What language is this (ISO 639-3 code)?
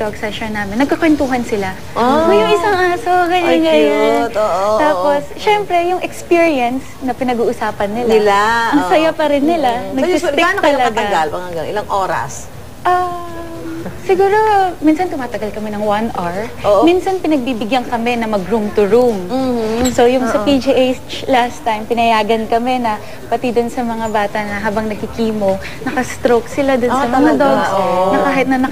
fil